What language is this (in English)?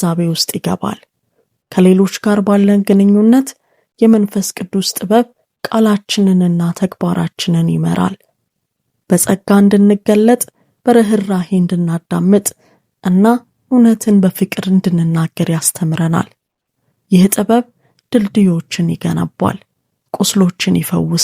Amharic